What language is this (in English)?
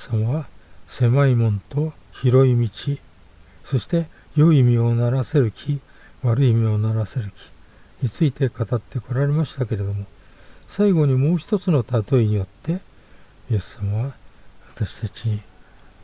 Japanese